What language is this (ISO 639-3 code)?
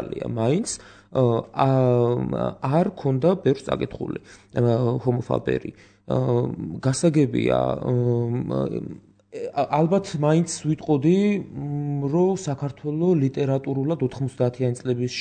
kat